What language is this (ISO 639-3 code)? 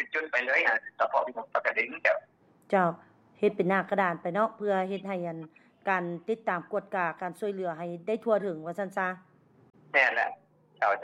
lao